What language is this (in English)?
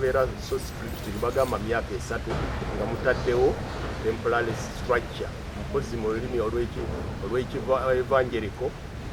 Ganda